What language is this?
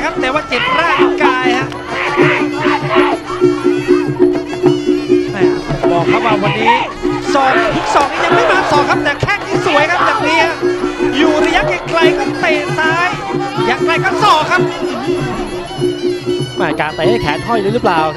Thai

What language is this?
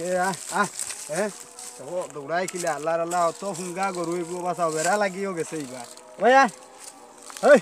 Sylheti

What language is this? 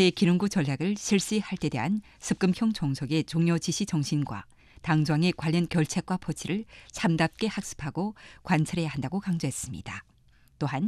Korean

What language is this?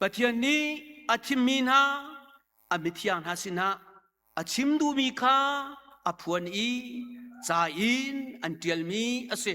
Hakha Chin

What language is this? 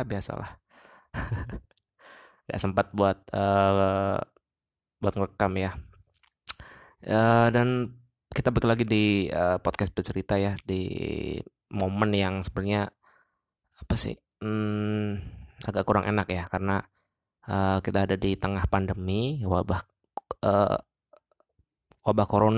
Indonesian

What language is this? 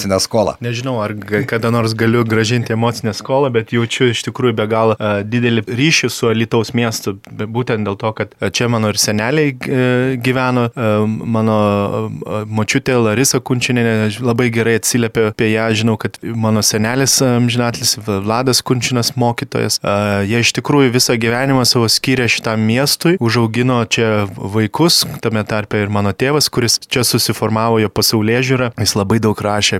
Lithuanian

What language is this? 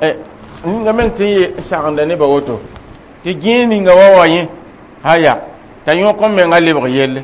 Mossi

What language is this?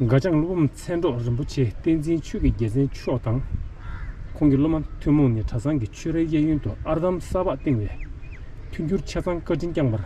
Tibetan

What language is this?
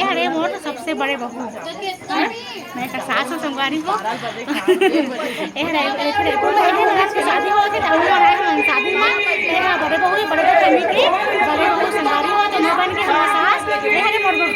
Chhattisgarhi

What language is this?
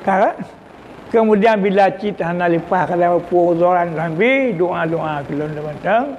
Achinese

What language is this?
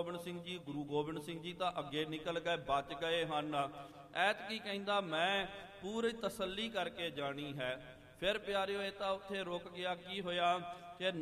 Punjabi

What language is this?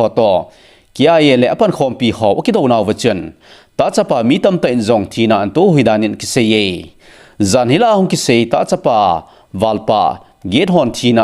Thado Chin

